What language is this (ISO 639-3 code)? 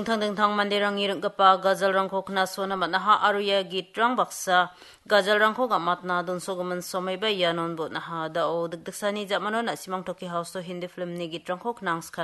grt